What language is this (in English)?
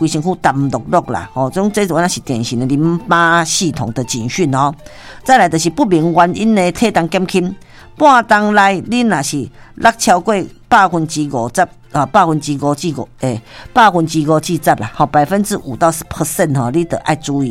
Min Nan Chinese